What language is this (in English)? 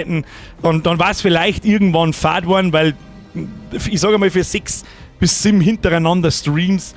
Bavarian